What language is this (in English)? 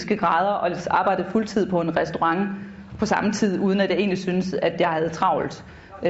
Danish